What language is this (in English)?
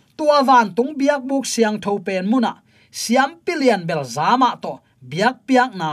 Tedim Chin